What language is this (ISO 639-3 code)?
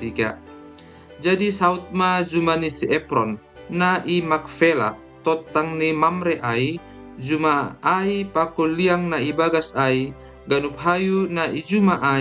bts